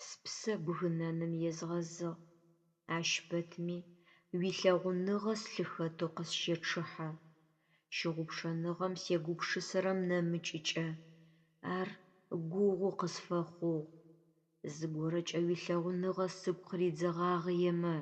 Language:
Adyghe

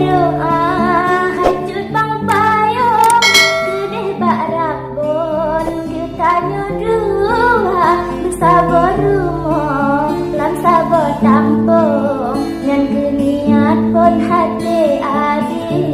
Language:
Achinese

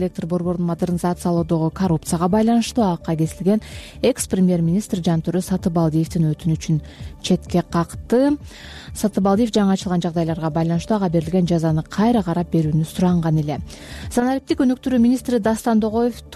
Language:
Kyrgyz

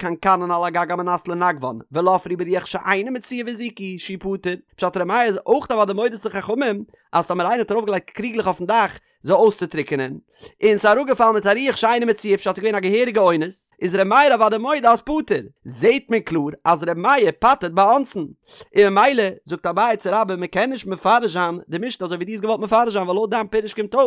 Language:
Yiddish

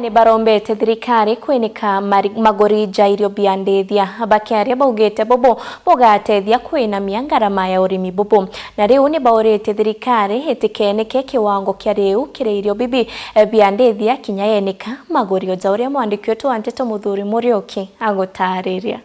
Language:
Meru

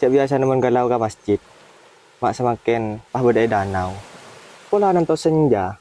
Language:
Madurese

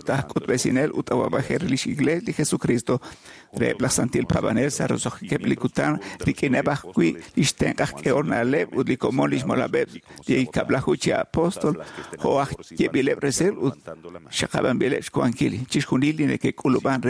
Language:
Kekchí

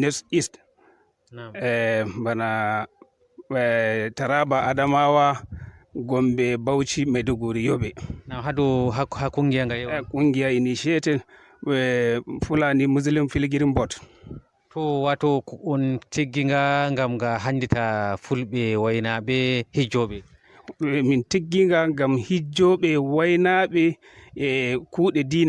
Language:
Fula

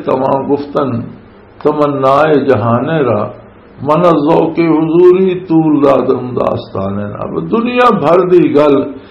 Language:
Western Panjabi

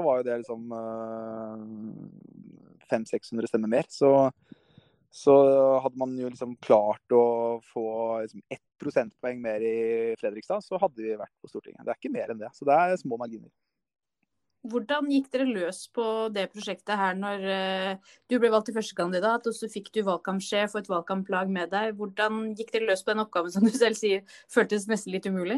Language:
Norwegian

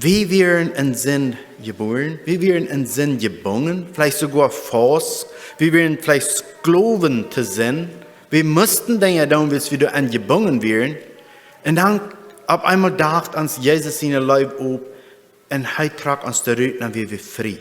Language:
Plautdietsch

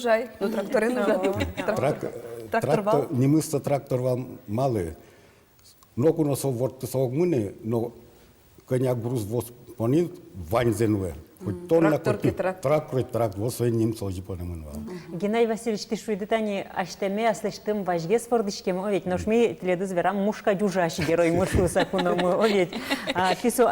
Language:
Udmurt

